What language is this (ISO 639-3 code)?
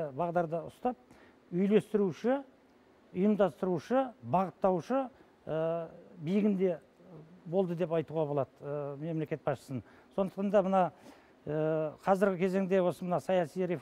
kaz